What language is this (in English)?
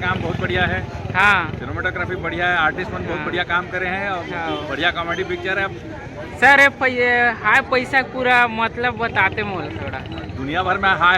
Chhattisgarhi